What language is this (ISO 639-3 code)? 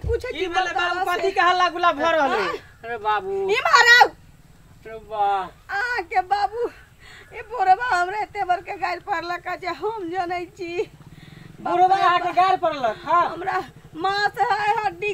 mai